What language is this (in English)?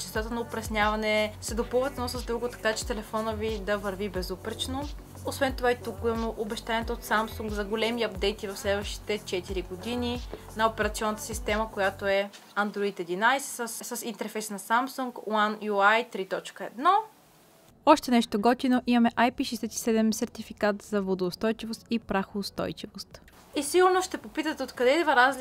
Bulgarian